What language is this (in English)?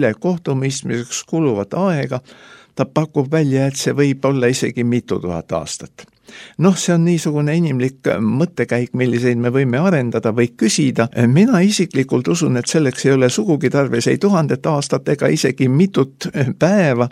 Estonian